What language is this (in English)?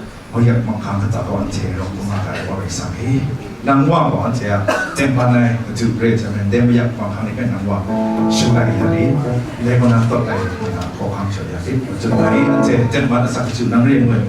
Kachin